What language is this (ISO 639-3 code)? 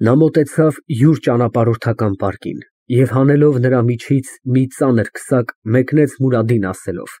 hye